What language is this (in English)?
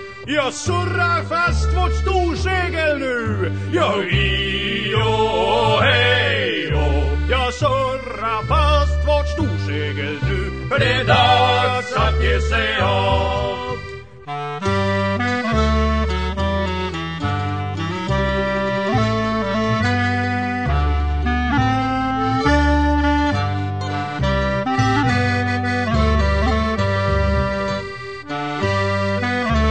Swedish